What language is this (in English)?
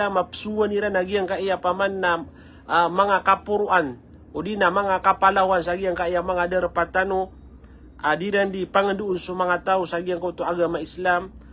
Maranao